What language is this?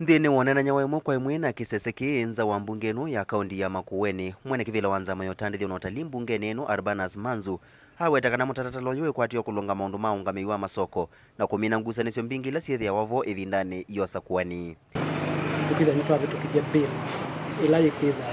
Kamba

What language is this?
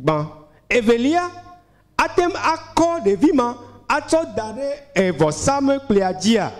Ewe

